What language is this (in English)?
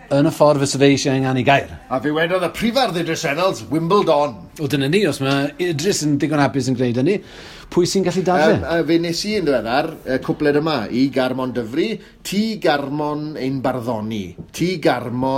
Welsh